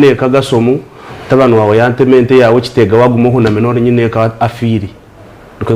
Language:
Nyankole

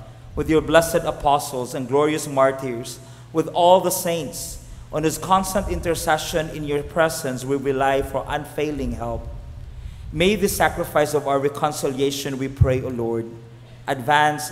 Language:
English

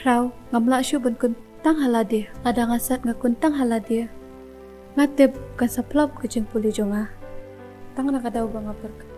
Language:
Khasi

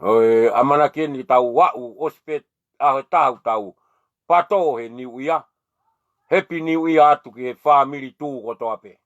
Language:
Tongan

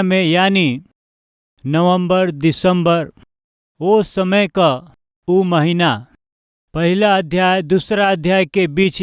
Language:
Bhojpuri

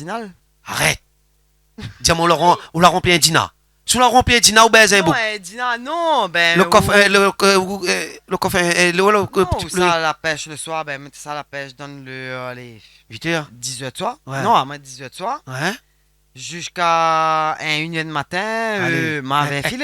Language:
Réunion Creole French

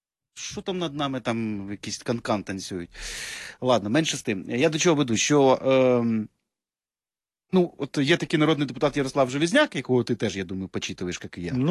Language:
Ukrainian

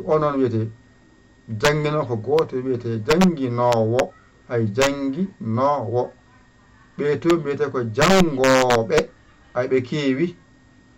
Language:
Fula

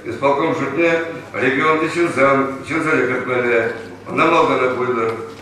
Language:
Chuvash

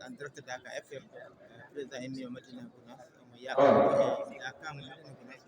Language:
Fula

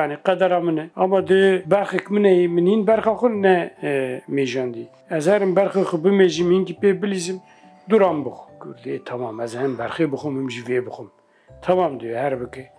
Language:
Kurdish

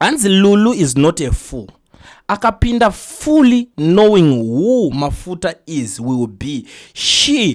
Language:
Shona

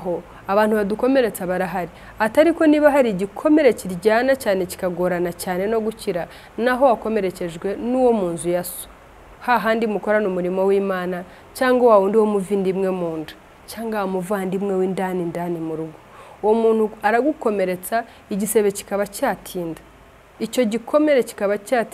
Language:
Kinyarwanda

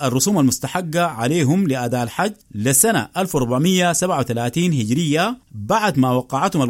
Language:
Sudanese Arabic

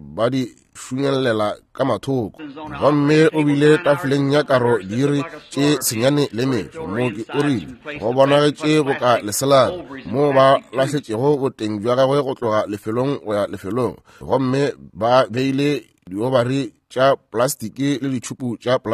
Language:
Northern Sotho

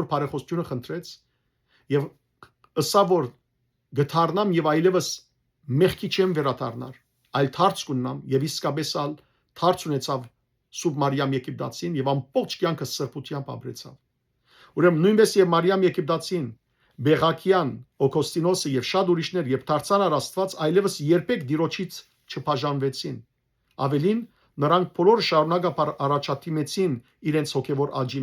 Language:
Western Armenian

